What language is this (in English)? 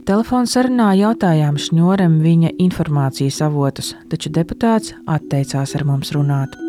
Latvian